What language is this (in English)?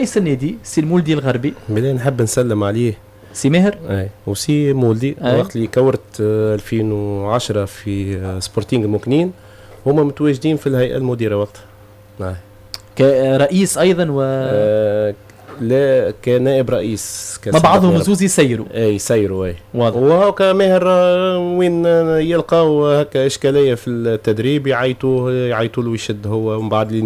Tunisian Arabic